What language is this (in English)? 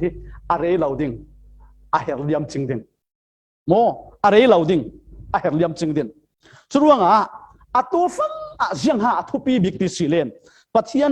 Falam Chin